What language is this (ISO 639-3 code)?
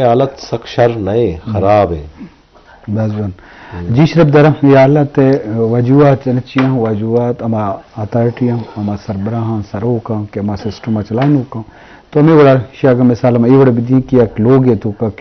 bgp